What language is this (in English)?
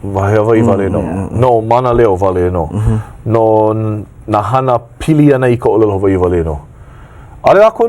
Hawaiian